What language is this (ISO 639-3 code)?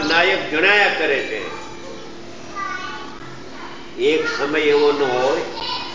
guj